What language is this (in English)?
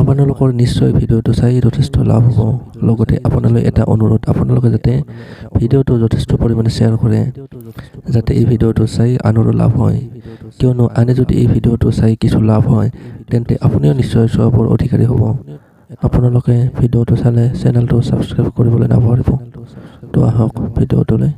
Assamese